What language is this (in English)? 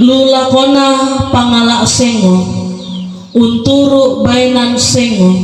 Toraja-Sa'dan